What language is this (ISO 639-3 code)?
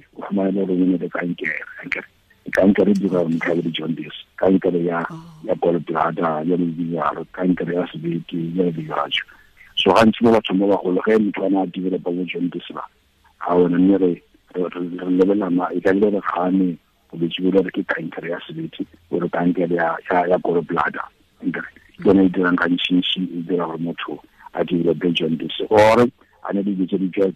tsn